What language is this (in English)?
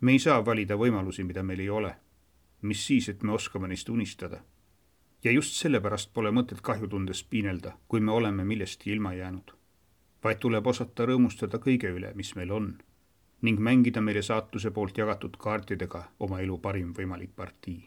Estonian